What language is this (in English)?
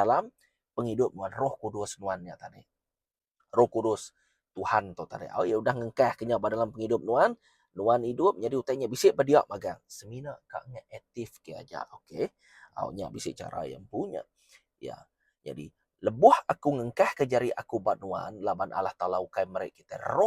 Iban